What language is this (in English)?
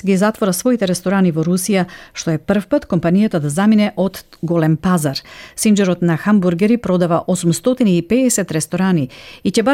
Macedonian